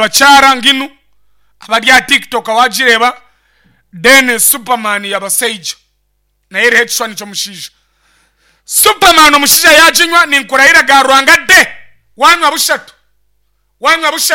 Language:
Nyankole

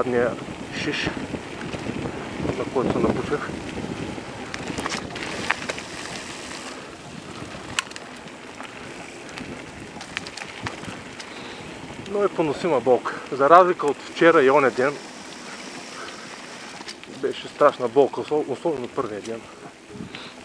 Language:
Bulgarian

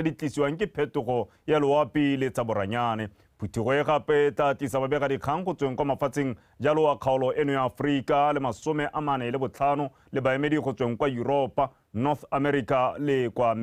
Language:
Tswana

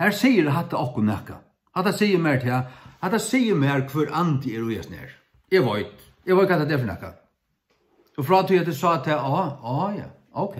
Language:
Faroese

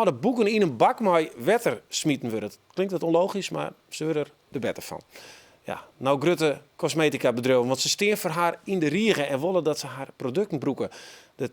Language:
Western Frisian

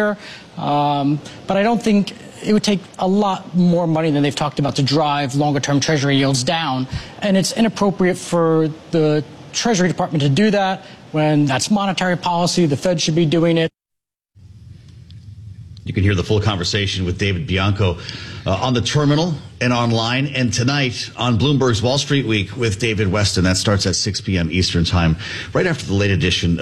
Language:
English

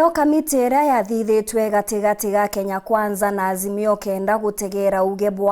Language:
Meru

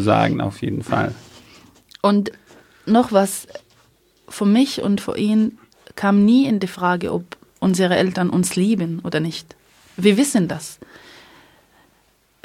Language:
German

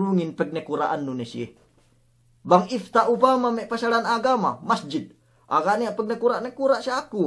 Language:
Yakan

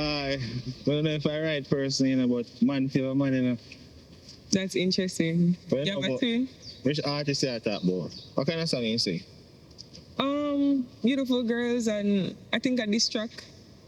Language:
Jamaican Creole English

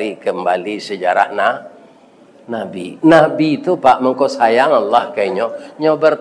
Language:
Minangkabau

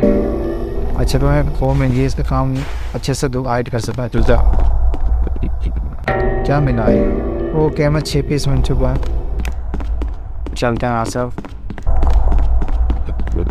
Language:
Hindi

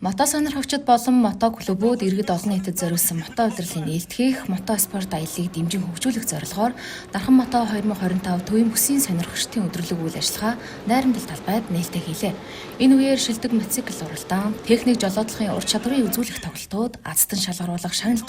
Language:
Mongolian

